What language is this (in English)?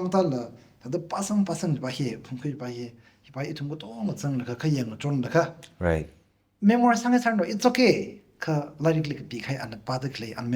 Tangkhul Naga (India)